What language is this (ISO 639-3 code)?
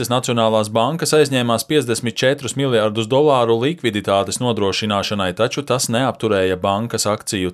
lav